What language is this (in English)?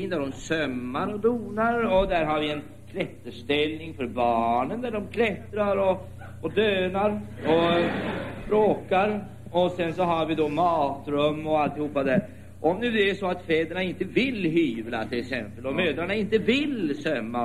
Swedish